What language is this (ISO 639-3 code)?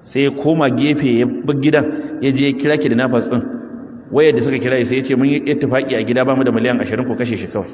hau